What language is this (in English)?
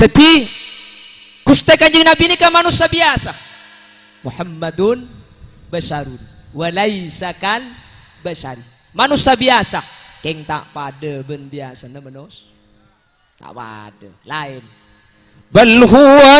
Madurese